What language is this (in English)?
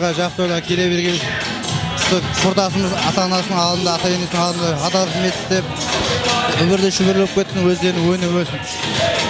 Kara-Kalpak